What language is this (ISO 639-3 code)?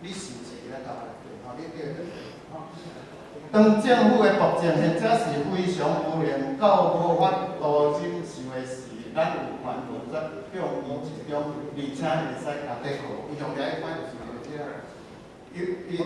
nan